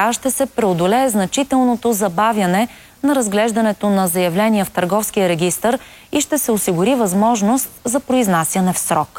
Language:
Bulgarian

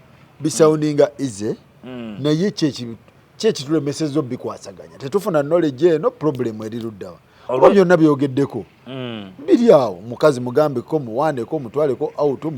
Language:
Ganda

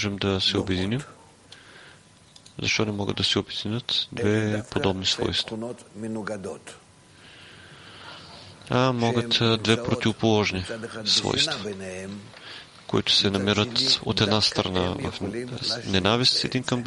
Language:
Bulgarian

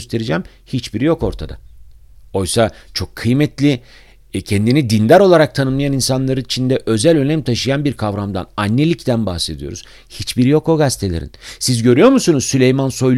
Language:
Turkish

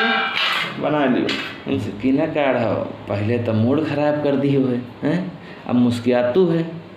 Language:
Awadhi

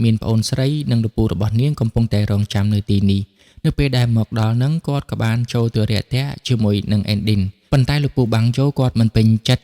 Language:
Khmer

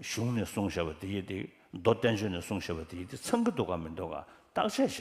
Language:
Tibetan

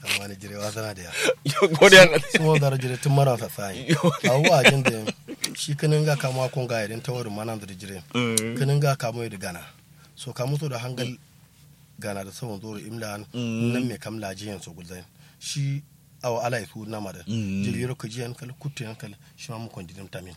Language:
Kanuri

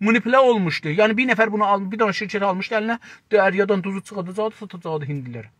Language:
South Azerbaijani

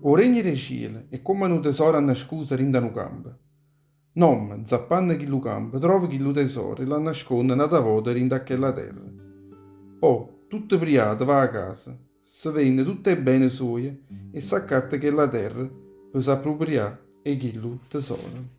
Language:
Neapolitan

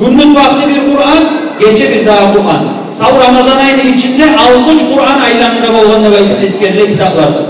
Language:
Kumyk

